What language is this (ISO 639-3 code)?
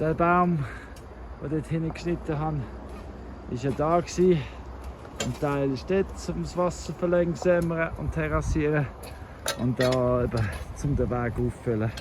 gsw